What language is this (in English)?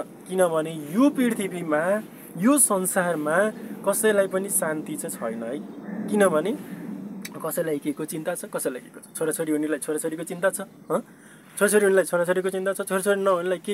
Nepali